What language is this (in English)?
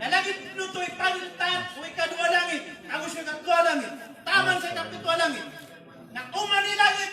Maranao